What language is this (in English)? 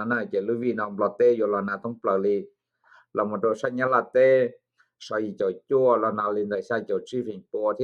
Hmong